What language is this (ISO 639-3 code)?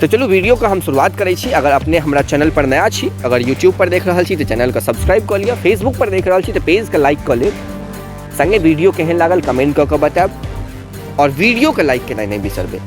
mai